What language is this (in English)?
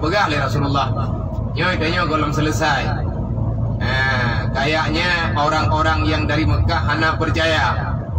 Achinese